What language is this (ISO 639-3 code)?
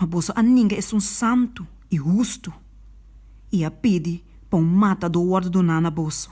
pap